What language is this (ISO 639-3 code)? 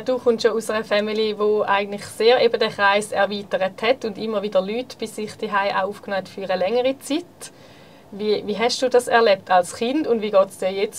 gsw